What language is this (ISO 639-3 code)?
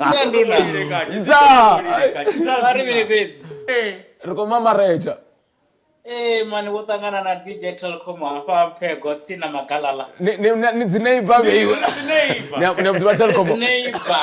ven